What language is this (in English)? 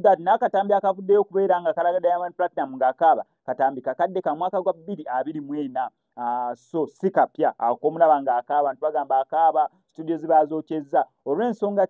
Ganda